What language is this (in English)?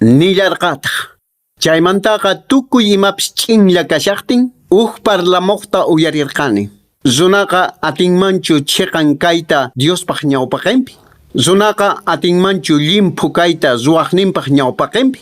Quechua